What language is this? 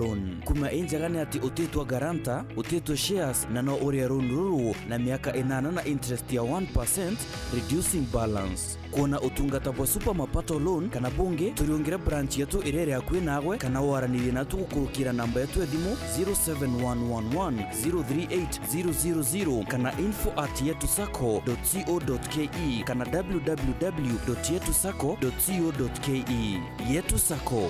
Meru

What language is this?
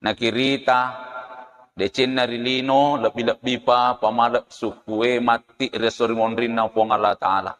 Buginese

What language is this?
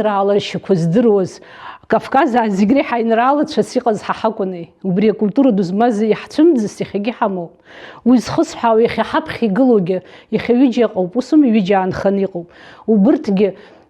Abkhazian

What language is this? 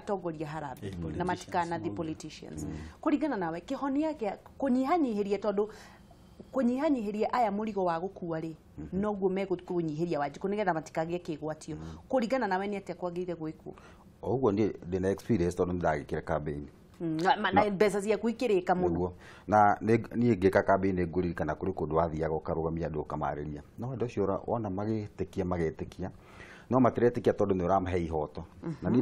Kikuyu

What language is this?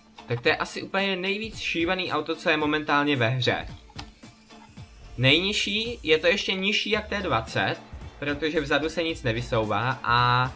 Czech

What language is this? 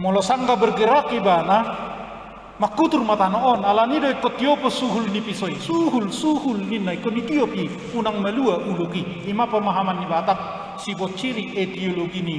Batak Toba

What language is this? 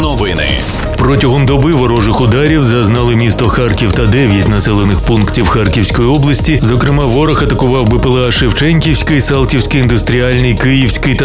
Ukrainian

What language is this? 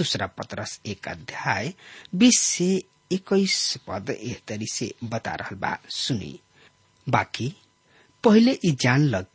Bhojpuri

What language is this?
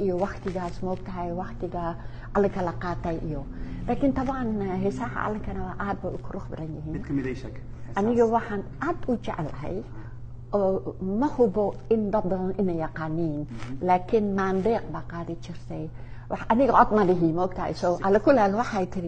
Somali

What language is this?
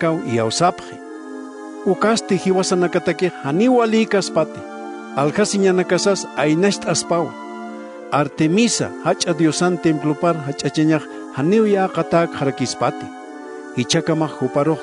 Aymara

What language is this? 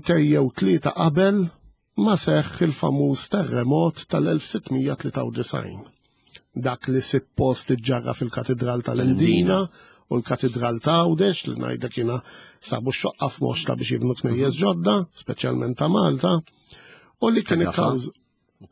Maltese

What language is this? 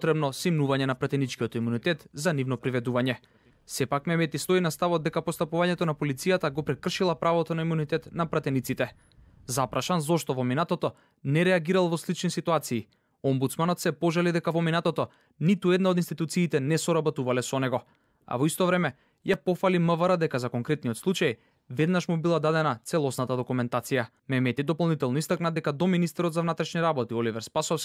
Macedonian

